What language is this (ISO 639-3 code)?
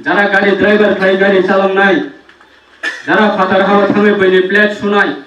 trp